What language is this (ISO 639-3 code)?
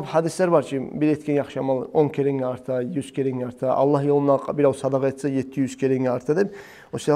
kum